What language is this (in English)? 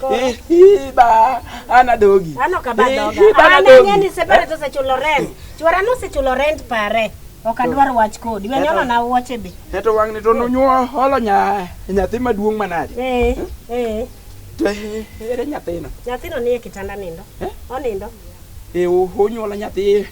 Luo (Kenya and Tanzania)